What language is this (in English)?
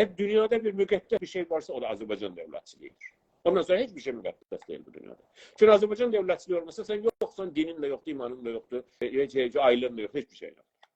South Azerbaijani